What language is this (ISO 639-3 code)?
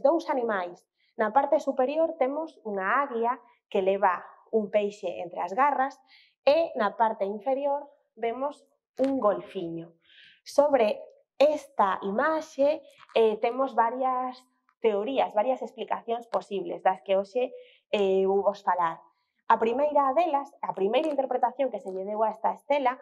glg